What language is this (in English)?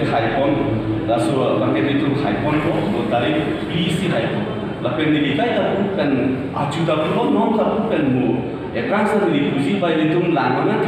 Karbi